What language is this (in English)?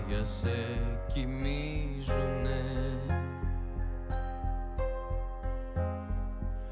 Greek